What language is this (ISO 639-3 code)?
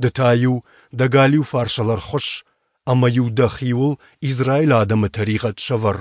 oss